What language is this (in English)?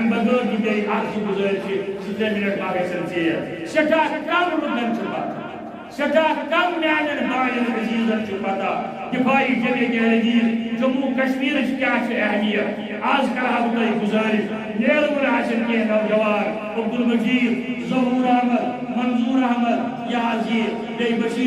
Kashmiri